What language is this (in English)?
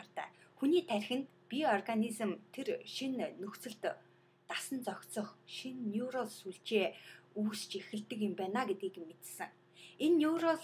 Mongolian